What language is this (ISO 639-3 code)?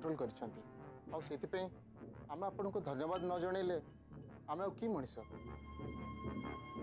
ori